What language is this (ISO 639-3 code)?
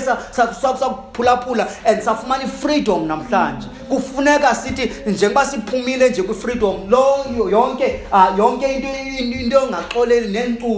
xho